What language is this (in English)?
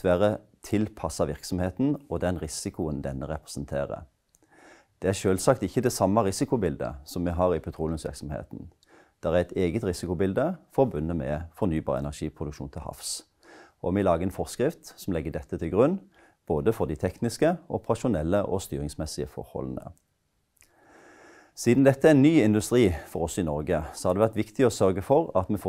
Norwegian